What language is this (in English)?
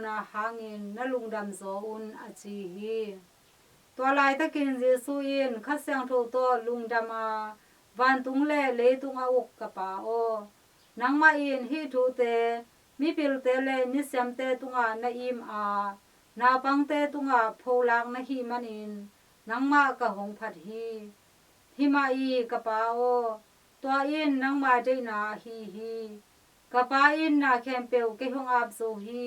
Tedim Chin